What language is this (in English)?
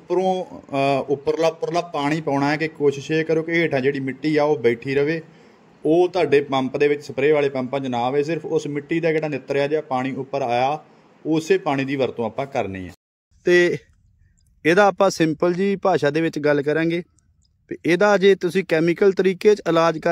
Punjabi